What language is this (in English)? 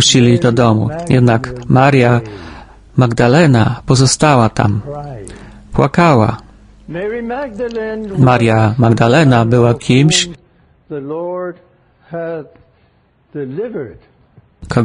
Polish